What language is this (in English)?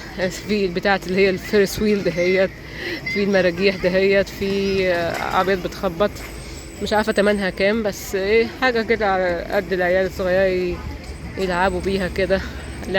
Egyptian Arabic